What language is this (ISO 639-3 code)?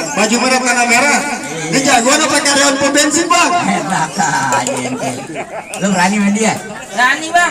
bew